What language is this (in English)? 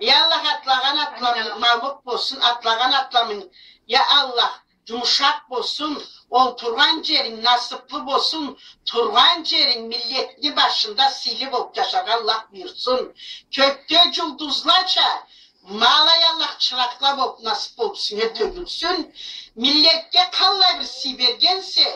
Karachay-Balkar